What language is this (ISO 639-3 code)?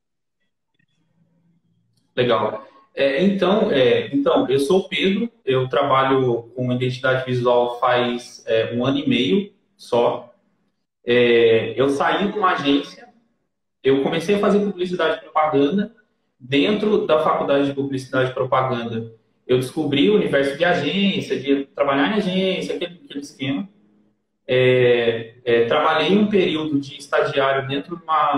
por